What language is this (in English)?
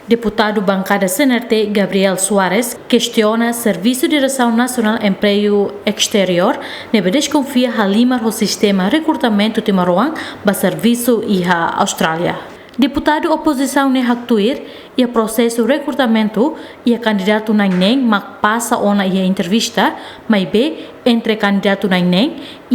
Tetum